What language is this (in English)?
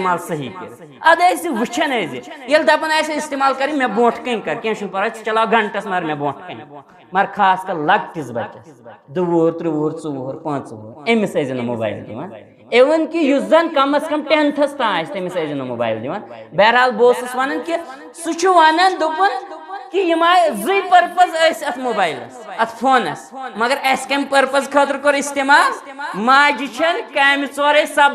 Kashmiri